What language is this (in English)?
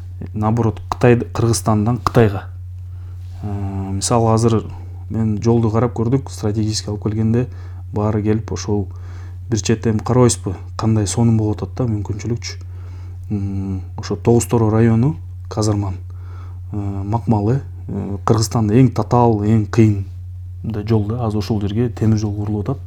Kyrgyz